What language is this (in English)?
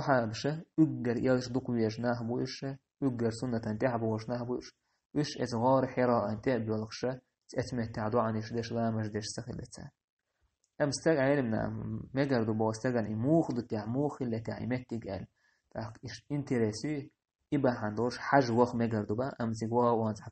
Chechen